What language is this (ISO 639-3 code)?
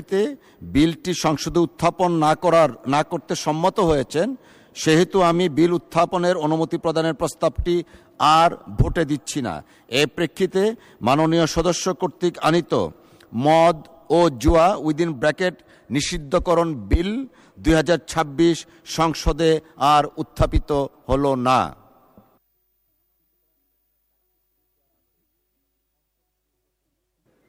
ben